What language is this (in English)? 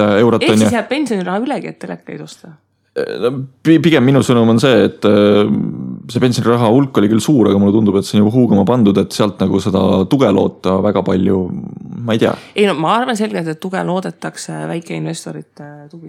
Estonian